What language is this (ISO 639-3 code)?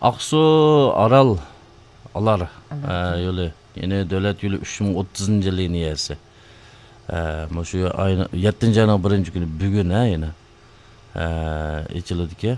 uig